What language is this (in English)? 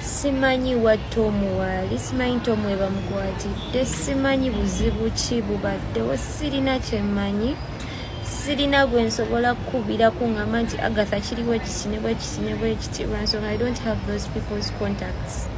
Ganda